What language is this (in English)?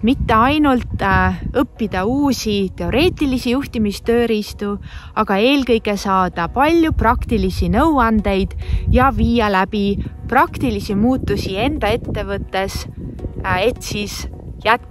Estonian